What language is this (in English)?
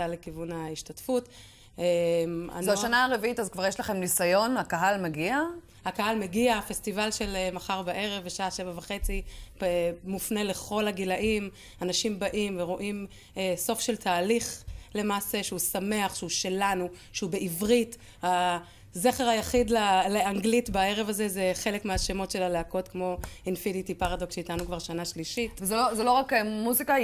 Hebrew